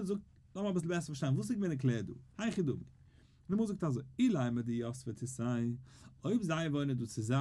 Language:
Yiddish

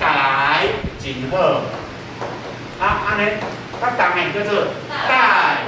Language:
Min Nan Chinese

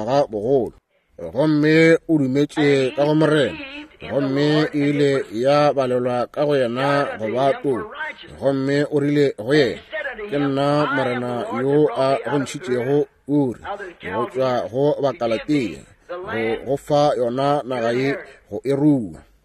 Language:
Northern Sotho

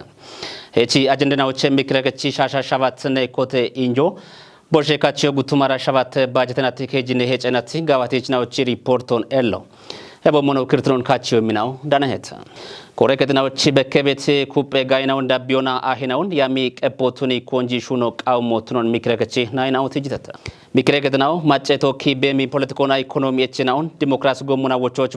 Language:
Kafa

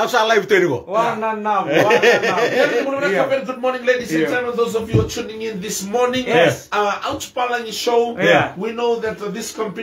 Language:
Fijian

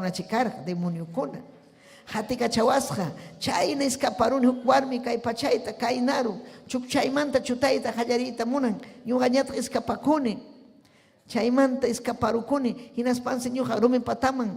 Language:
Ayacucho Quechua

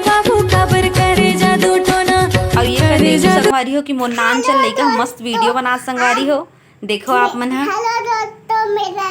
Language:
Chhattisgarhi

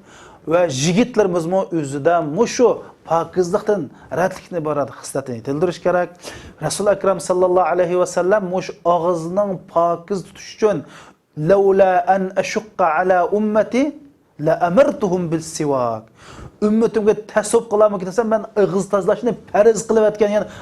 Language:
Uyghur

